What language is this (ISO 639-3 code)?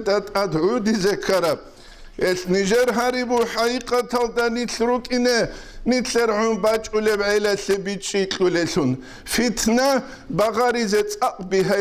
ava